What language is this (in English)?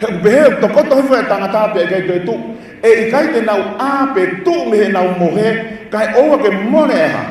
Tongan